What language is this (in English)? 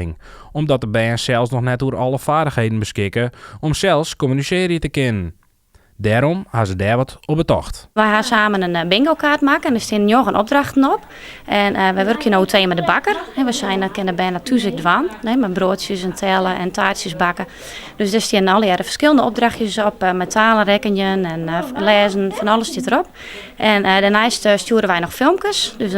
Western Frisian